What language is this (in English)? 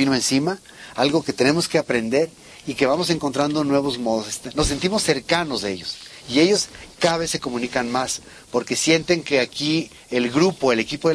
Spanish